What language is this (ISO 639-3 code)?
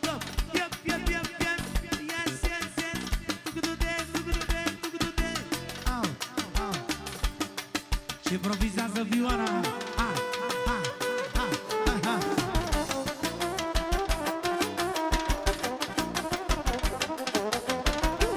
ron